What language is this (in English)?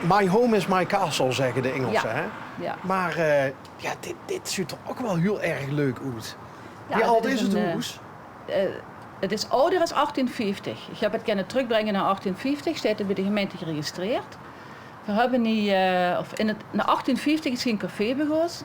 Limburgish